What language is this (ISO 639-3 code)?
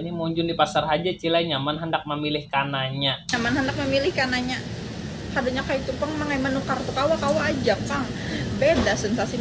bjn